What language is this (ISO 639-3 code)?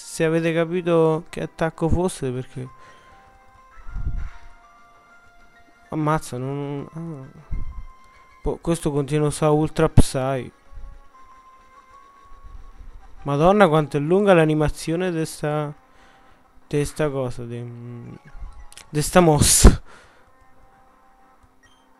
ita